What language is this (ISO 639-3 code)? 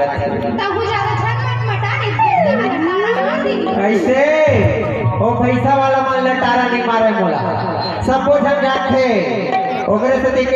hne